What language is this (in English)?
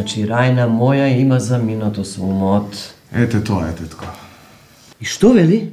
Macedonian